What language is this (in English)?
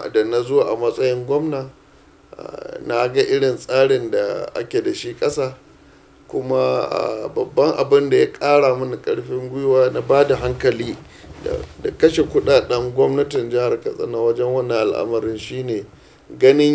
Hausa